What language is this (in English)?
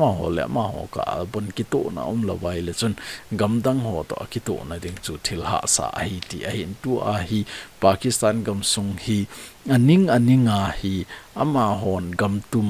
Thado Chin